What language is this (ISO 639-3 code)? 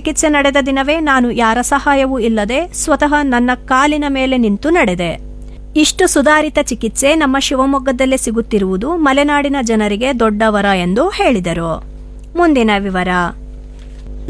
kan